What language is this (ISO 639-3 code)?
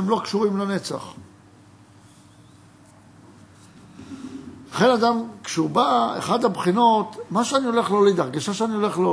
heb